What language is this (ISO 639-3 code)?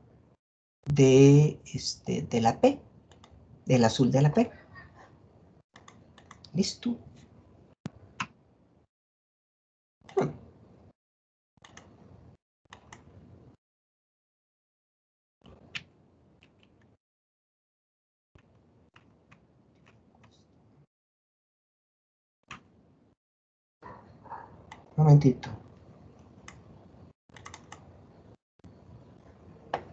spa